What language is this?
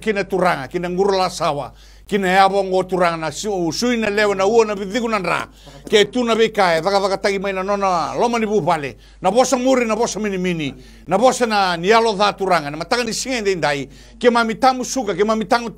Fijian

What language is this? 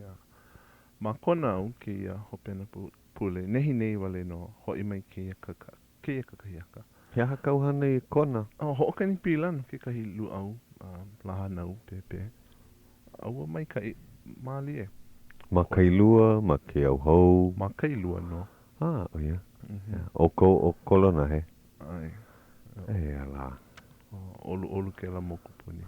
Hawaiian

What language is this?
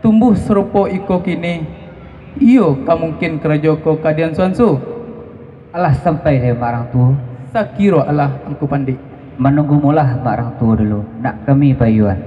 Minangkabau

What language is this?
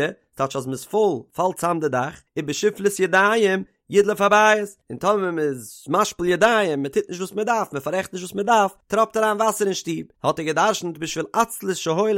Yiddish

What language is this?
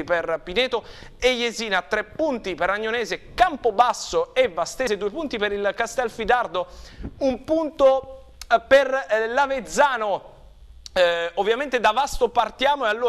Italian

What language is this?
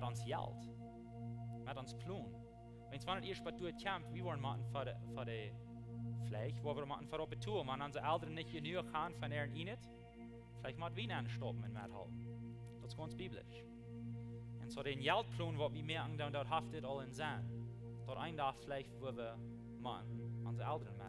Plautdietsch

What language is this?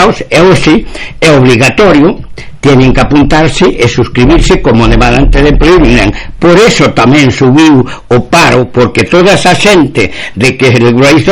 Galician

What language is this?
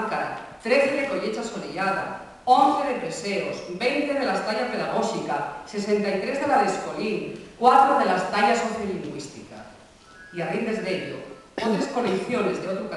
Asturian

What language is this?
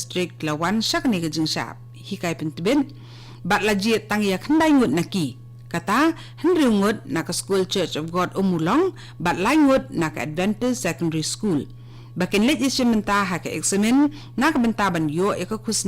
Khasi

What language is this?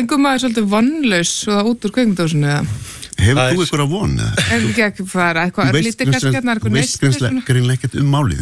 Icelandic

